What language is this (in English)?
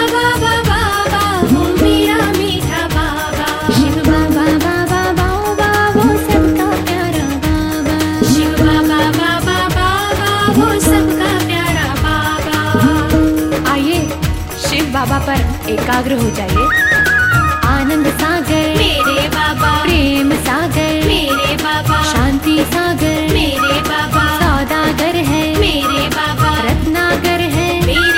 Hindi